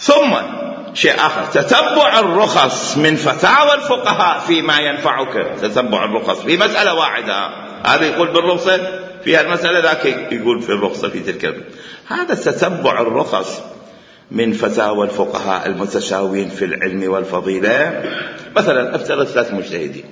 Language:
Mesopotamian Arabic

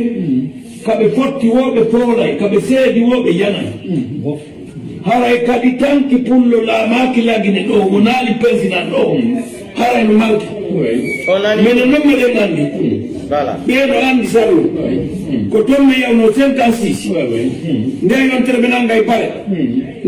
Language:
Pular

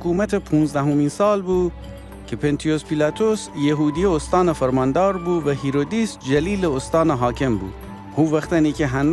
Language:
Gilaki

